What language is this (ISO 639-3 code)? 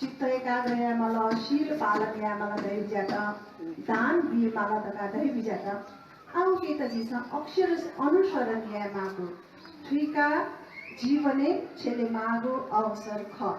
new